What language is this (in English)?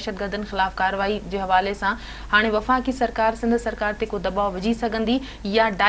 Sindhi